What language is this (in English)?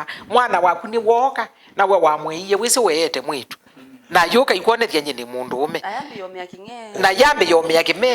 Kamba